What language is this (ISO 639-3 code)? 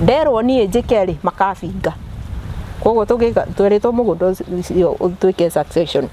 kik